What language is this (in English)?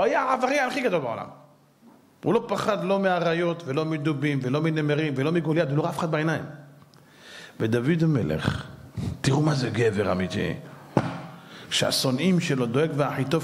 Hebrew